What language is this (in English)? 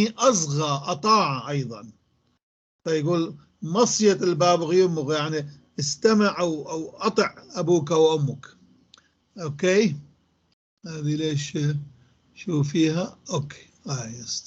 North Levantine Arabic